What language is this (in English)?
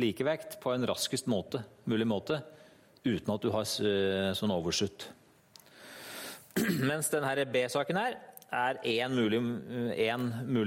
Norwegian